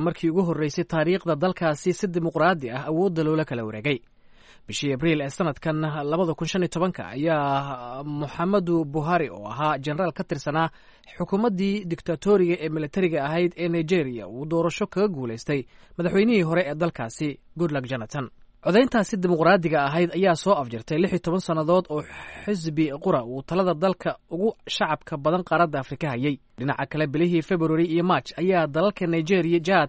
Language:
Somali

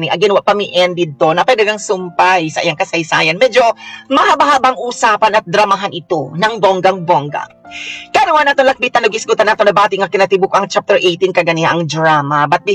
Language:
Cebuano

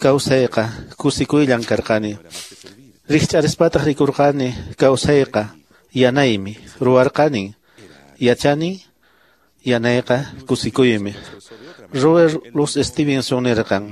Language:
Quechua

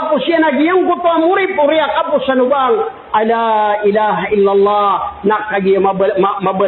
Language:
Maranao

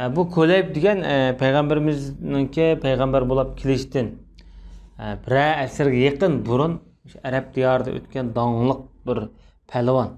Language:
Uyghur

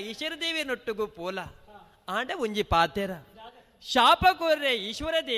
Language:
Tulu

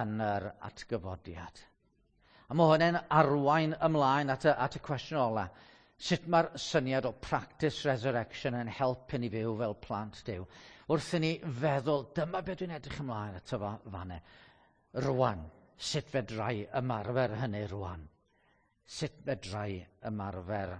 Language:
Welsh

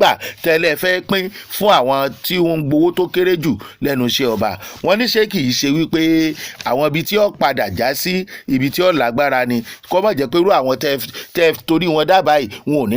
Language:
Yoruba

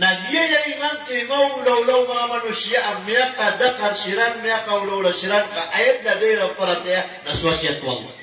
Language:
Maranao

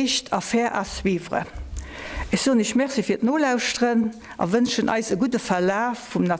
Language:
Luxembourgish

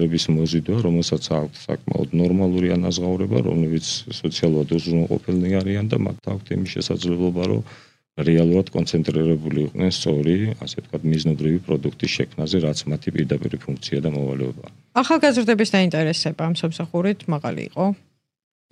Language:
Georgian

